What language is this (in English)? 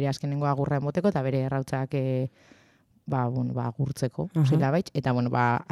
Basque